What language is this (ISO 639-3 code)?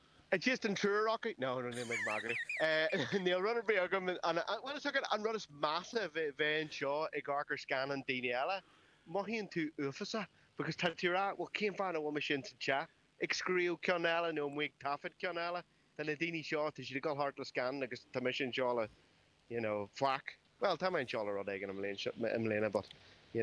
gle